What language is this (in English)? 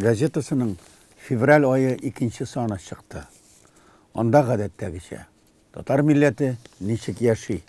Tatar